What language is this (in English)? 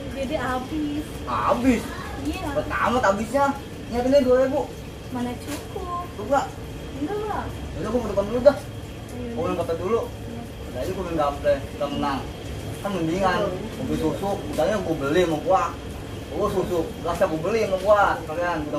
Betawi